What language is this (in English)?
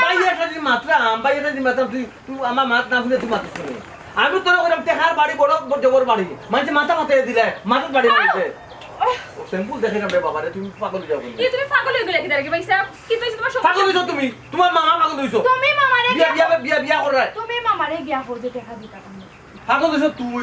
Sylheti